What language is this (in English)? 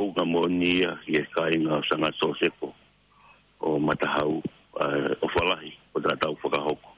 Tongan